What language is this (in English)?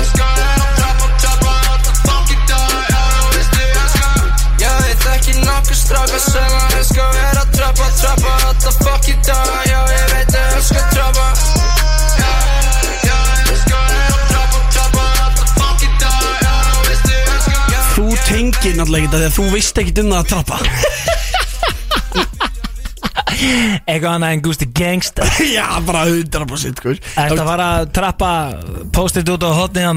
Icelandic